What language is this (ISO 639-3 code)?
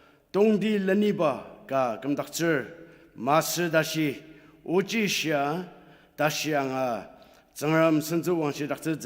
njo